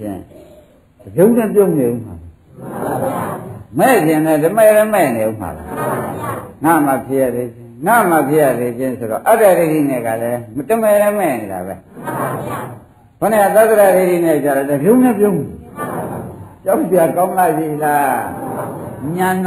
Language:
Burmese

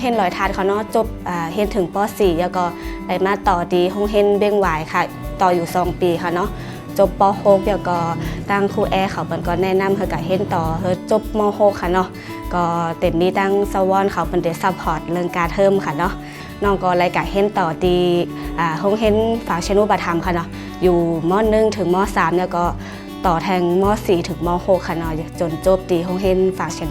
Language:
Shan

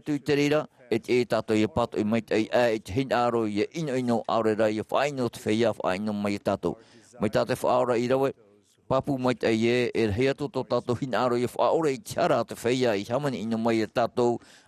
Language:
Tahitian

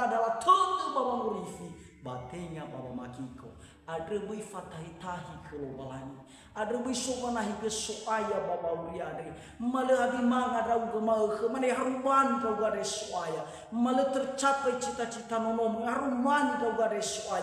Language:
Nias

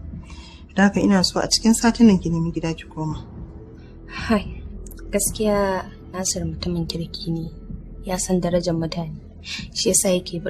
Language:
Hausa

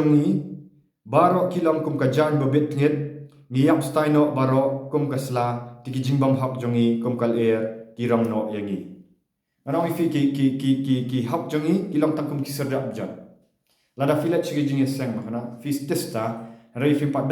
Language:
Khasi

